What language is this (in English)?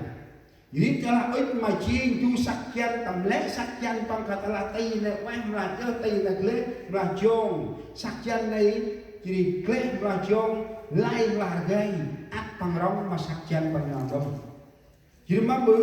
Central Mnong